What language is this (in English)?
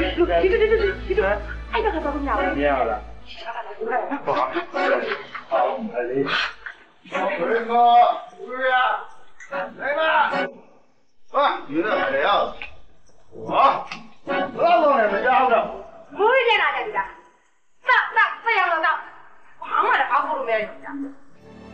Burmese